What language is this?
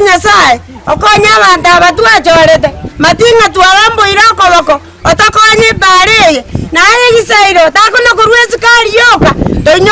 Gusii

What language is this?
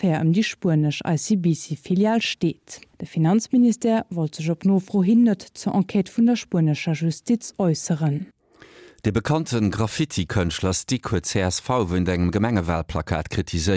Luxembourgish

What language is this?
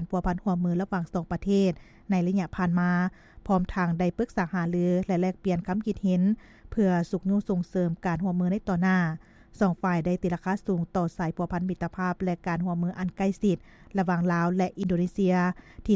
Lao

